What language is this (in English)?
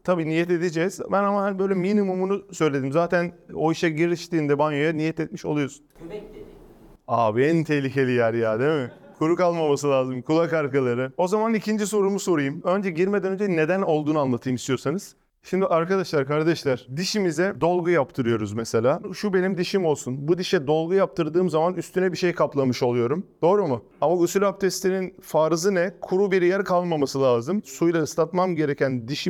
Turkish